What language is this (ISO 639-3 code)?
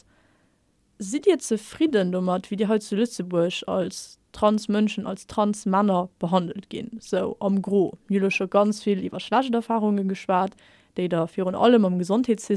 ltz